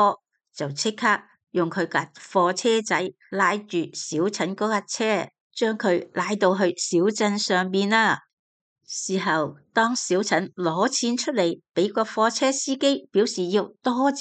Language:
Cantonese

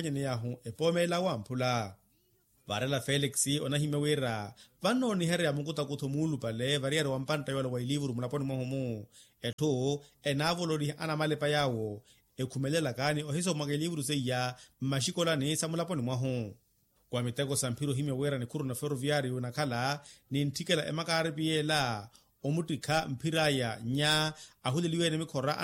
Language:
Makhuwa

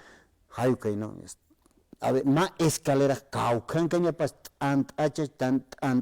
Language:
Aymara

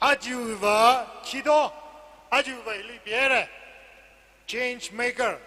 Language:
Tangkhul Naga (India)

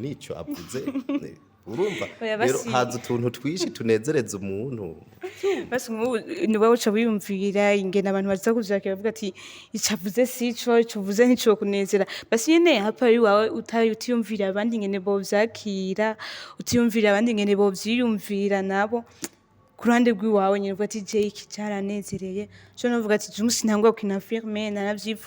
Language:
Rundi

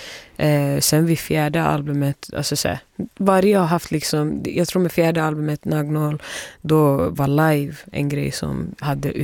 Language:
Swedish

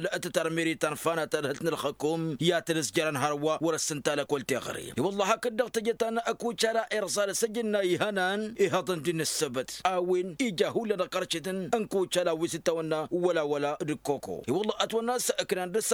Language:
Tamasheq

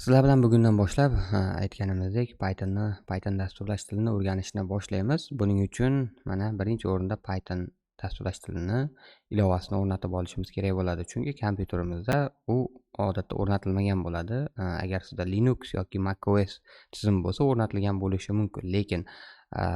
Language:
Uzbek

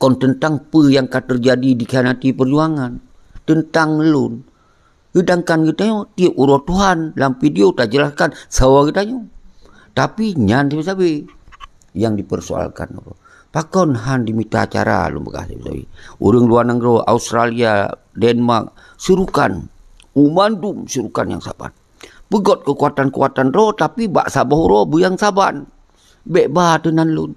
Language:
Achinese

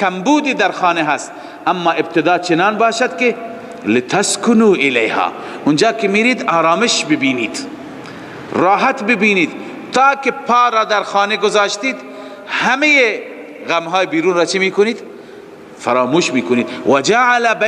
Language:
Persian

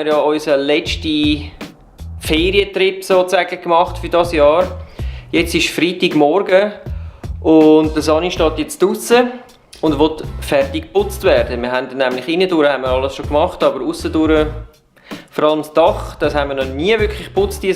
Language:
Swiss German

